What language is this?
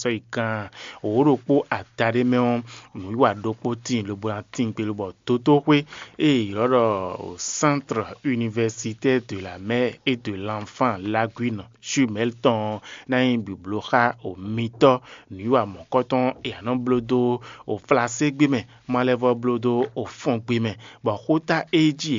Fon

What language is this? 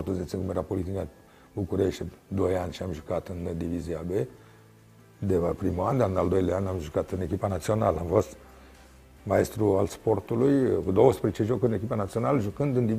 Romanian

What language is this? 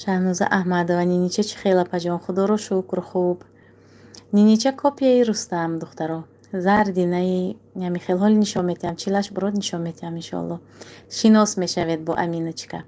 Tajik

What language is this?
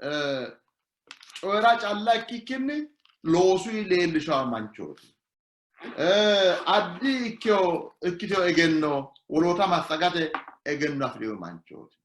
Sidamo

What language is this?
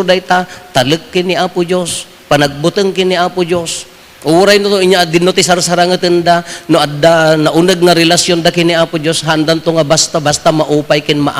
Iloko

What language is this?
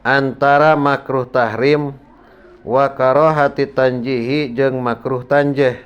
Sundanese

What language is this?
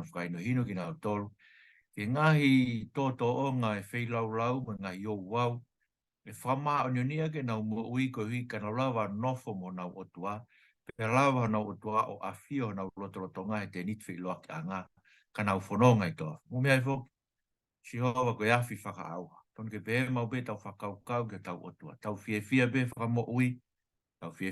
Tongan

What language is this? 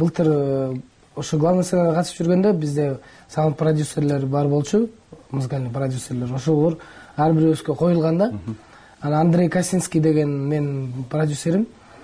Kyrgyz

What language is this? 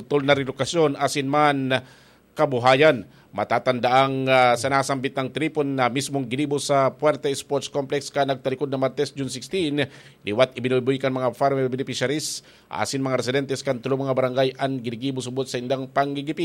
Bikol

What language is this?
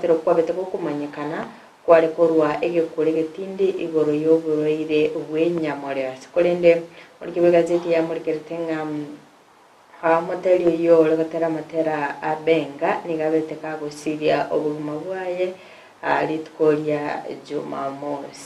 Gusii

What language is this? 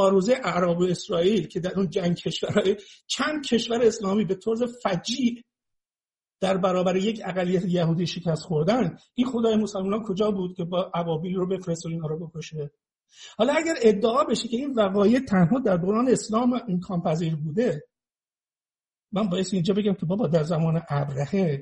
Persian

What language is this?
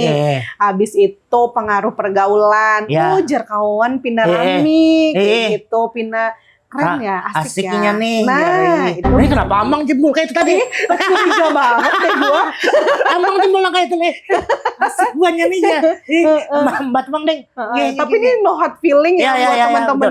Banjar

